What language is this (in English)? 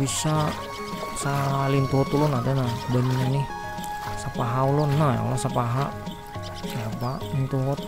Banjar